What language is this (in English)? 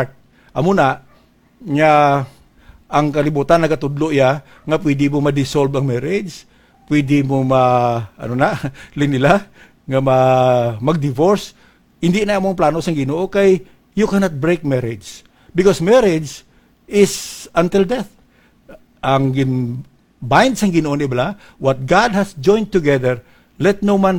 Hiligaynon